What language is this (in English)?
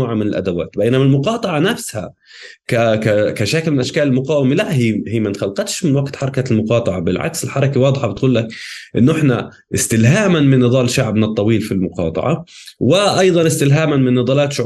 North Levantine Arabic